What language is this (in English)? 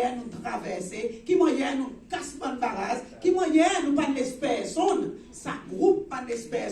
Seselwa Creole French